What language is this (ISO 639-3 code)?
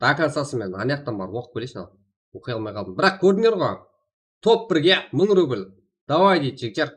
kaa